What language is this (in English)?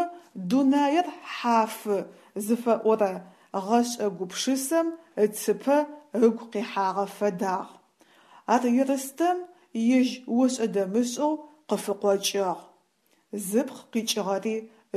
Adyghe